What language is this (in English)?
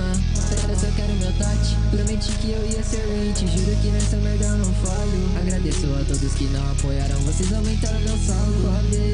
Portuguese